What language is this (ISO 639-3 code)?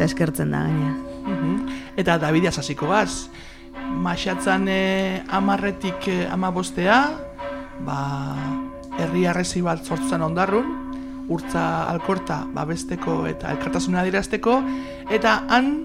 eus